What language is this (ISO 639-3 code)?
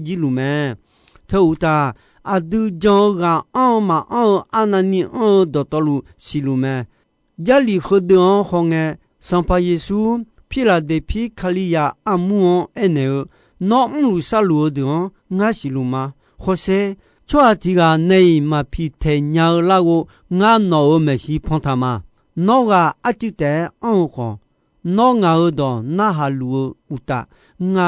ahk